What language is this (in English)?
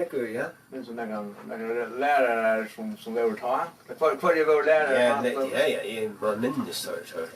Faroese